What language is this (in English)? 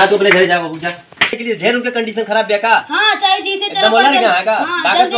Awadhi